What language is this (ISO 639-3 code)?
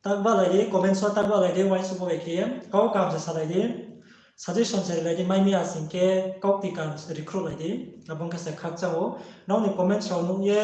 ria